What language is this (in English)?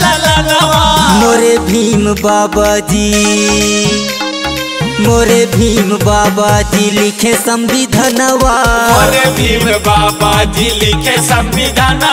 Bhojpuri